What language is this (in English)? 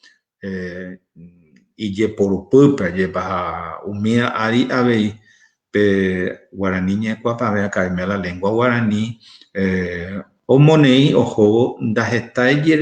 Guarani